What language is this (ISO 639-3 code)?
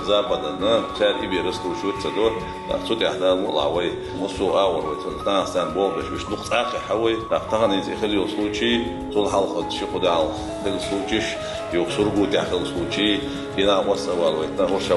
che